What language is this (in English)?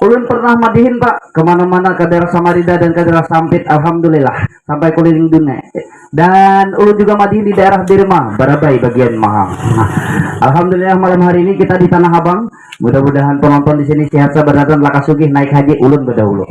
Banjar